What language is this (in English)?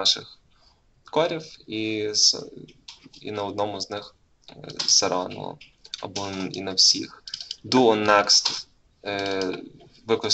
Ukrainian